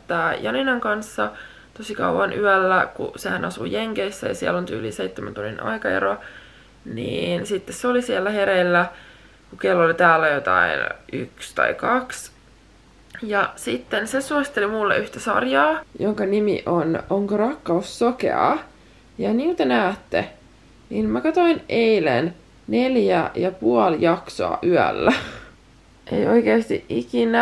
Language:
Finnish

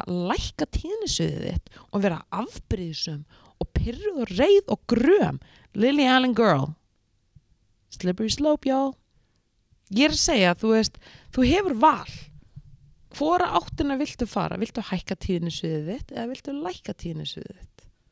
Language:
Icelandic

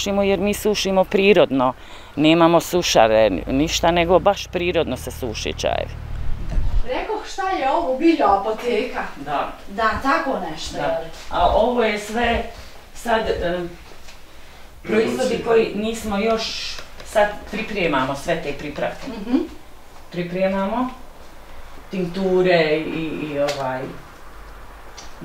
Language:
Bosnian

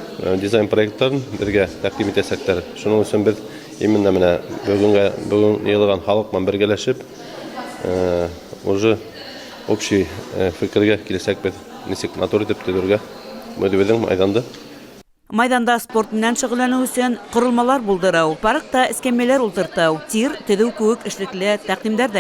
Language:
Bashkir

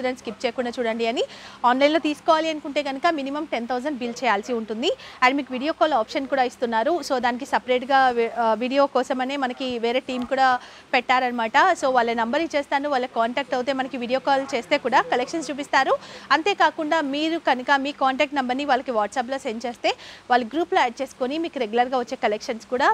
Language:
Telugu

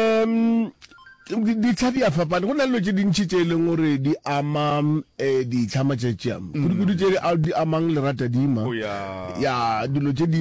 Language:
Northern Sotho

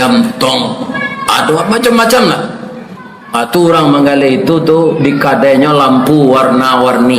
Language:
Minangkabau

